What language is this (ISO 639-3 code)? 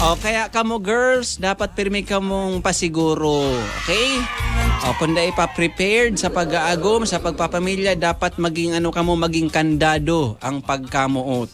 bik